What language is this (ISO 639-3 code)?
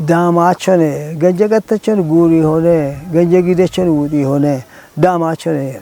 kbr